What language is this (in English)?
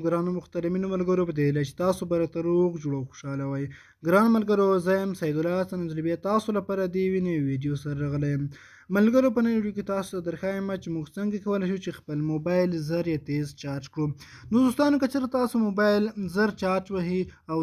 Pashto